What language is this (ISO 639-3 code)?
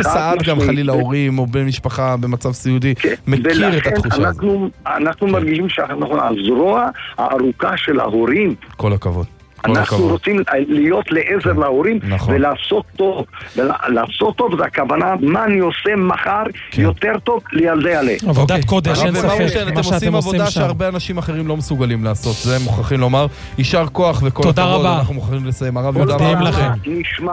heb